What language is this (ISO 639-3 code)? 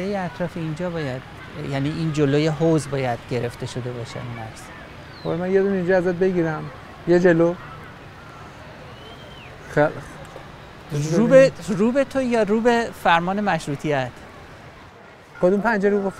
fas